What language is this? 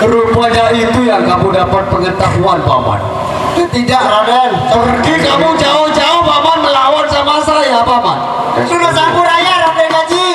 Sasak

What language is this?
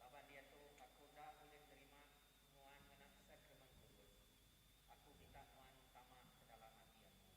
Iban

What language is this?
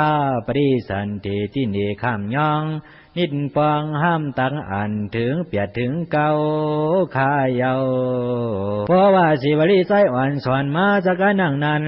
Shan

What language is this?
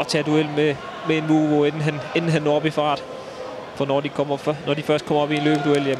Danish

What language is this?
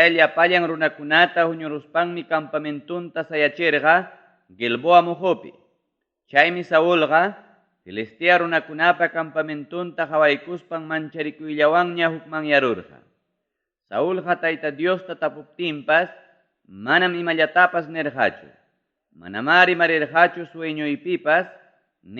Ayacucho Quechua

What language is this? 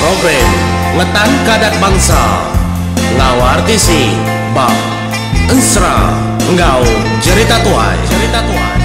Iban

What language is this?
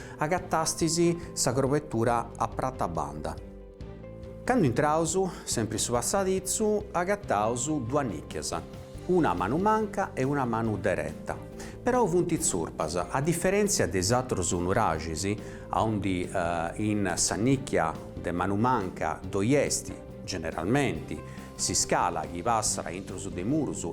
Sardinian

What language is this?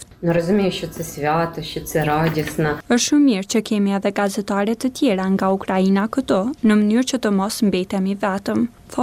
Albanian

